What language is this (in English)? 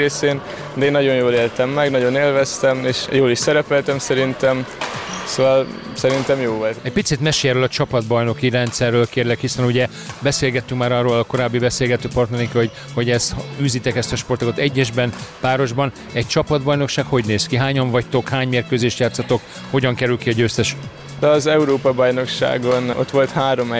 Hungarian